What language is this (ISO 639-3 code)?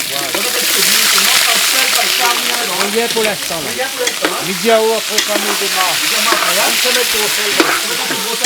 rcf